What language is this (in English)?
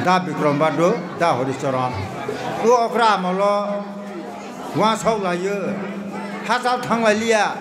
Kok Borok